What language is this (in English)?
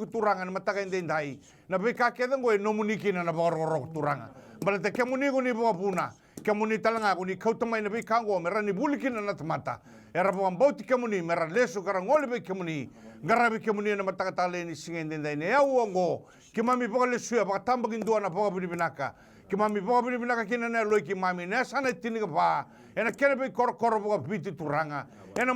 Fijian